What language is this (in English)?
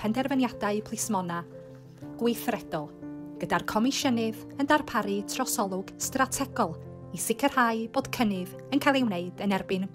Welsh